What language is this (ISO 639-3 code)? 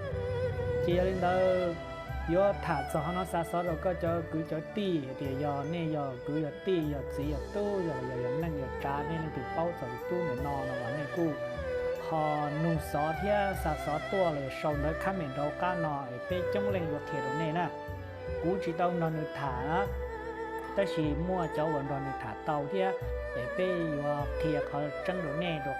hmn